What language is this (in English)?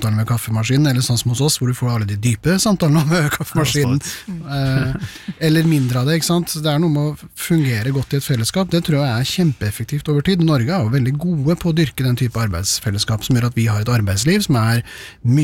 Norwegian